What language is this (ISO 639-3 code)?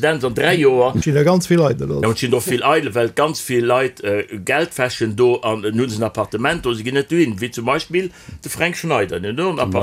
ltz